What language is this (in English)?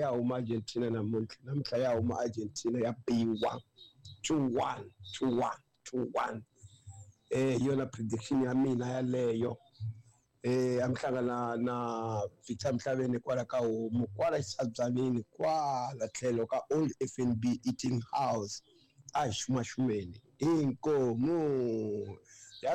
Tsonga